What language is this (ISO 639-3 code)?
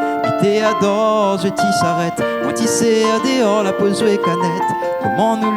rcf